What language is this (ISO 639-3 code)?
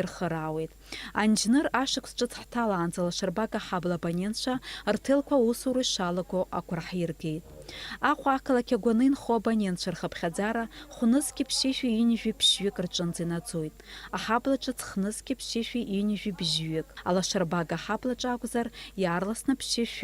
abk